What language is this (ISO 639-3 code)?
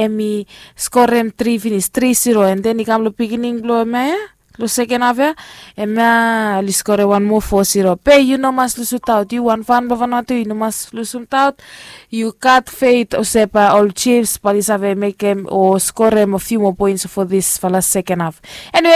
bis